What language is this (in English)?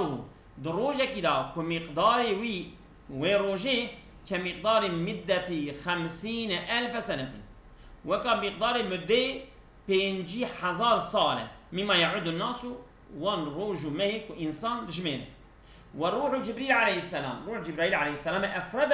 Kurdish